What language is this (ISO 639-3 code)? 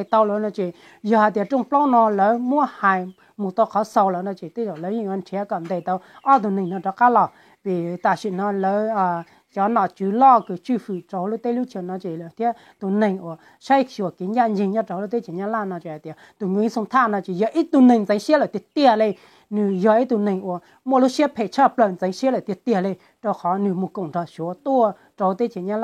hmn